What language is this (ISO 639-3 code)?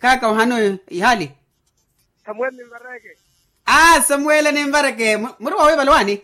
vmw